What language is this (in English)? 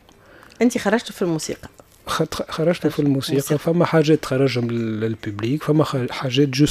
Tunisian Arabic